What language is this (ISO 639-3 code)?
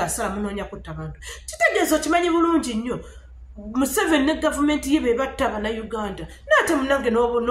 lug